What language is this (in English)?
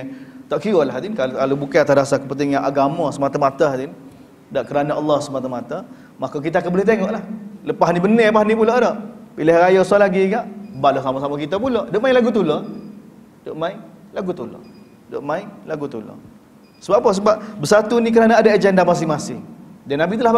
Malay